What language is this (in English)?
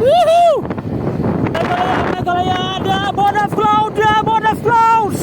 Khasi